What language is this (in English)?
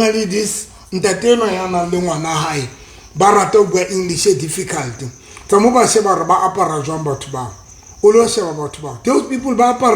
Southern Sotho